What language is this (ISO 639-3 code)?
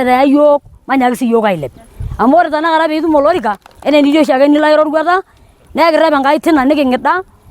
mas